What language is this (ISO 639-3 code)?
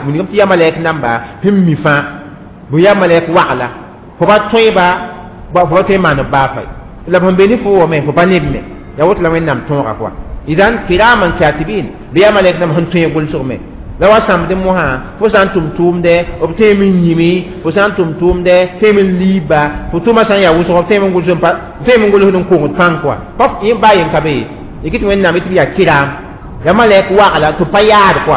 mos